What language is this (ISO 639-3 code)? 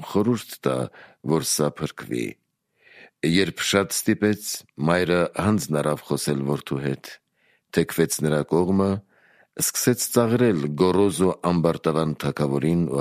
hye